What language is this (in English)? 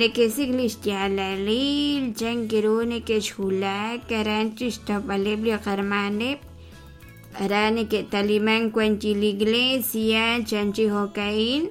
Kekchí